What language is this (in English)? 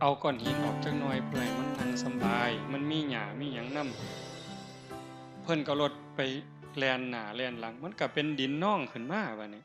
Northeastern Thai